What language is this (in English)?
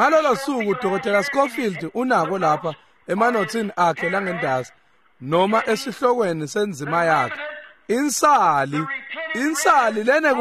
Swati